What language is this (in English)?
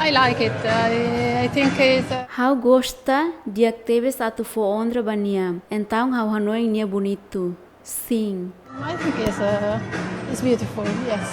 Tetum